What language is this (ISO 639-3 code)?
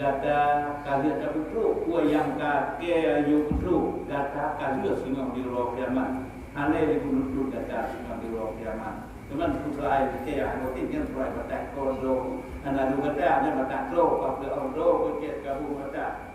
ace